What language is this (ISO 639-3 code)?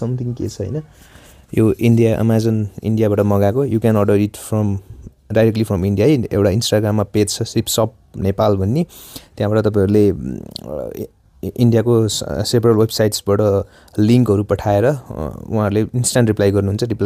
nep